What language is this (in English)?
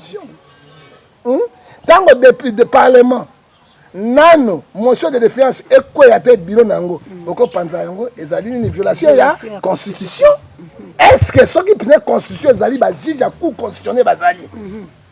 Lingala